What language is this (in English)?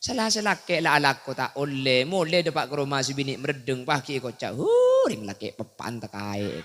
Madurese